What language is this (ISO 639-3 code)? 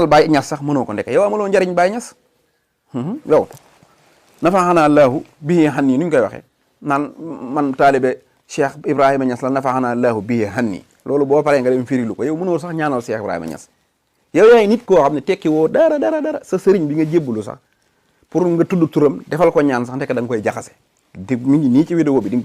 wol